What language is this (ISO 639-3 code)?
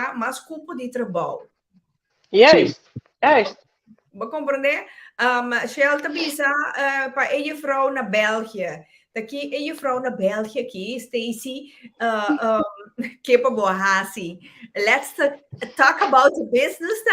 pap